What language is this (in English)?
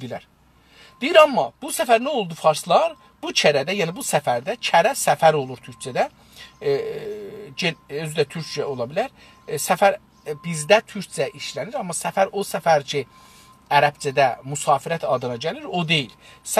South Azerbaijani